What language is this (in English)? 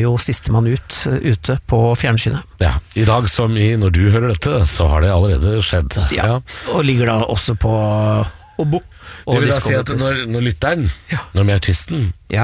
Norwegian